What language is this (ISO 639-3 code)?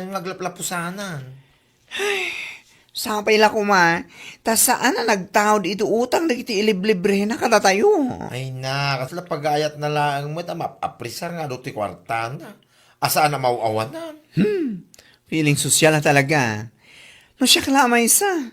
ilo